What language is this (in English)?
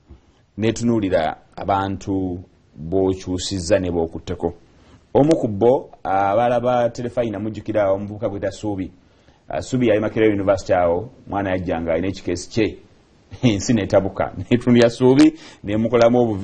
Ganda